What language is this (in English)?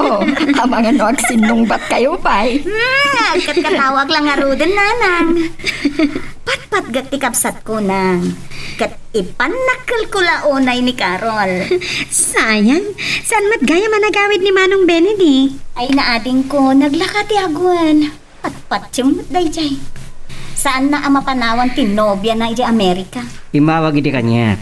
Iloko